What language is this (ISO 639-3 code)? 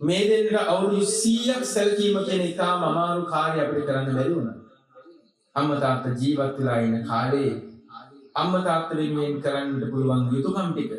sin